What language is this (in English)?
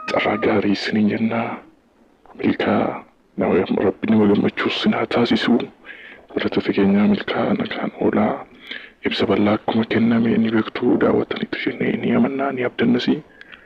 Oromo